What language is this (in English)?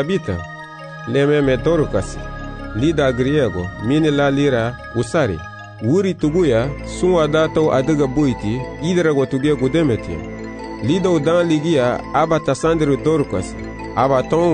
Garifuna